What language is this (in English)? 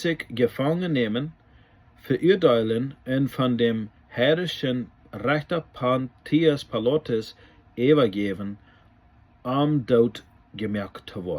Plautdietsch